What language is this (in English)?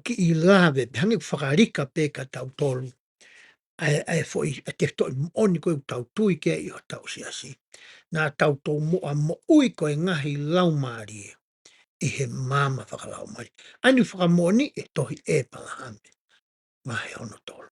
Tongan